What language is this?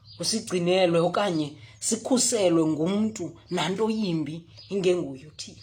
Xhosa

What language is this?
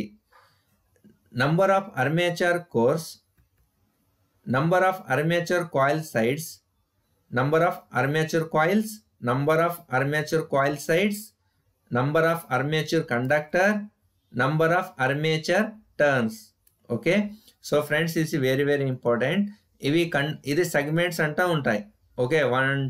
Telugu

